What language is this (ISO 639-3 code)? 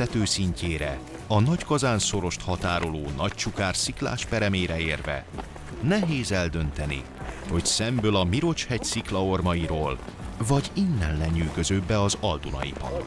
hun